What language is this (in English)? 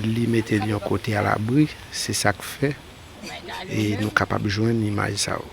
Haitian Creole